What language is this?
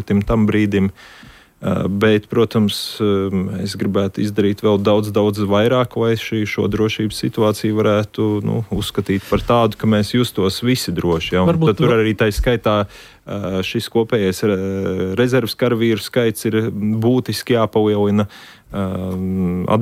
Latvian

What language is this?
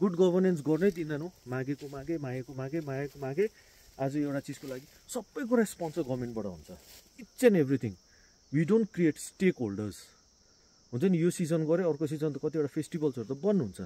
Nepali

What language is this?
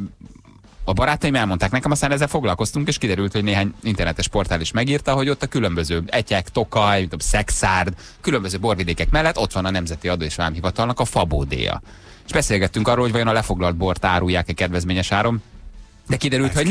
Hungarian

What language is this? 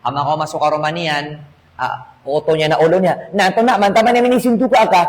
Maranao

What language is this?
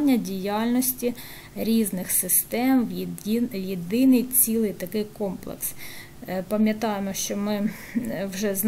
Ukrainian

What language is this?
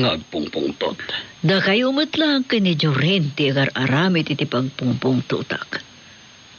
Iloko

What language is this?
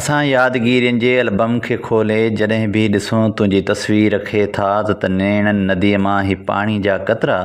Sindhi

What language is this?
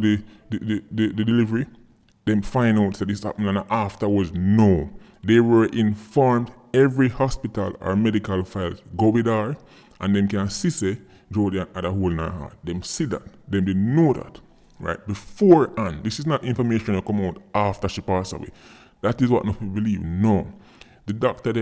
Jamaican Creole English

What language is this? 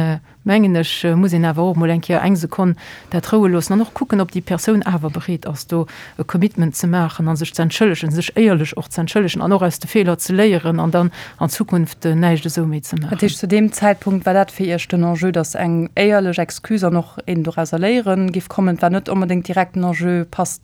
Luxembourgish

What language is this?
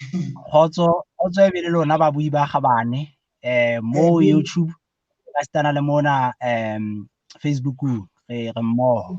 Southern Sotho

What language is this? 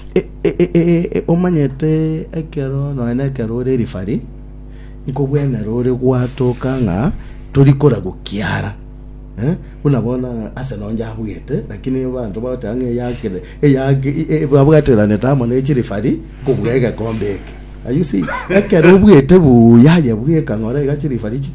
Gusii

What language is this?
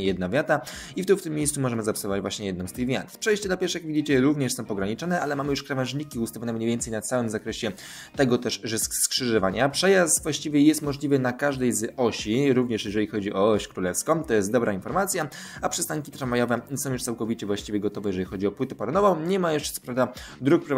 Polish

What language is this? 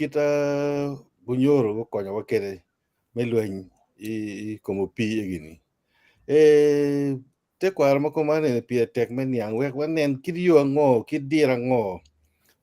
Acoli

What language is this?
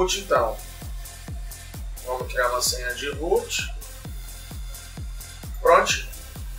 Portuguese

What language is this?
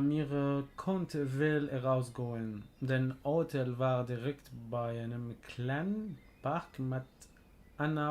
North Levantine Arabic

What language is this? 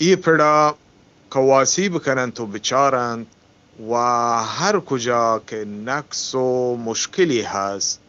Eastern Balochi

